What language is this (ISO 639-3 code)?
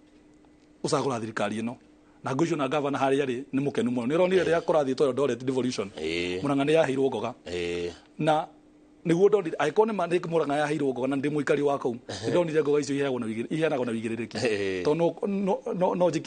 kik